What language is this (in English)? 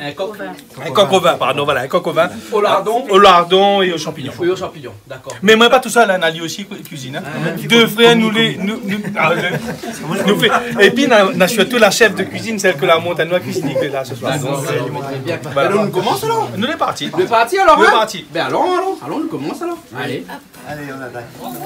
Réunion Creole French